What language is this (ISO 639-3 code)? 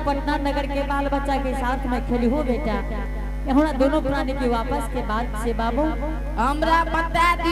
anp